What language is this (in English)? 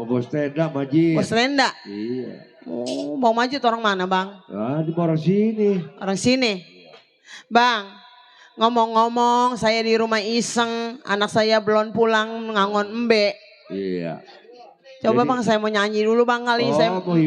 Betawi